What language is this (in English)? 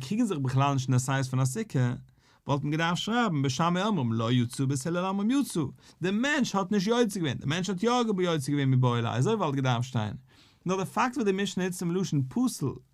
Yiddish